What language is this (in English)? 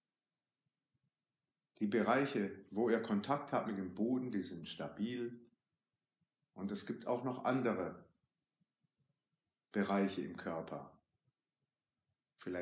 German